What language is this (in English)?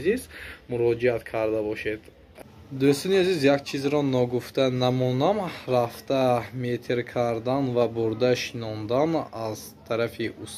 Tajik